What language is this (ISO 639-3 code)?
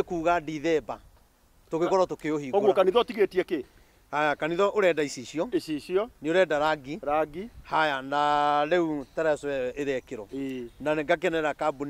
kik